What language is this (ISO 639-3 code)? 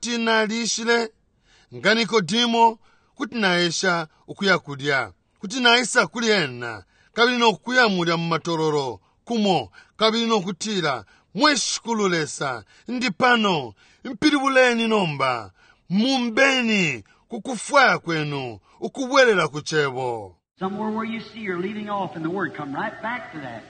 bem